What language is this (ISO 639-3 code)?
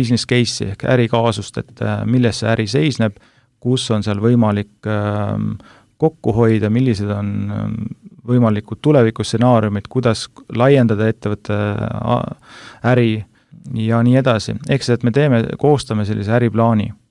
est